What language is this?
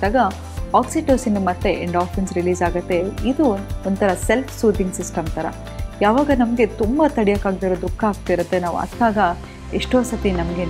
Kannada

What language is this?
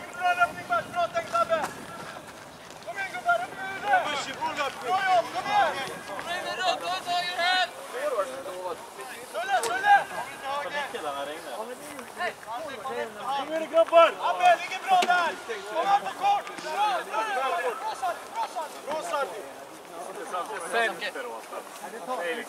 Swedish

